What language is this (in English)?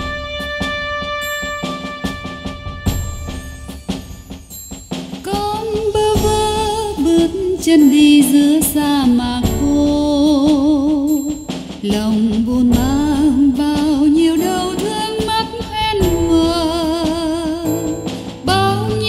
Vietnamese